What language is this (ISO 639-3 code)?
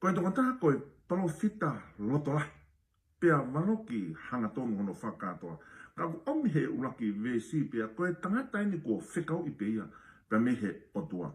ton